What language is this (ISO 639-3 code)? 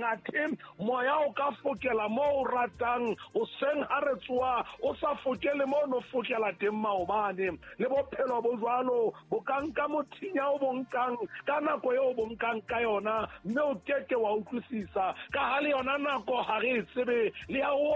sot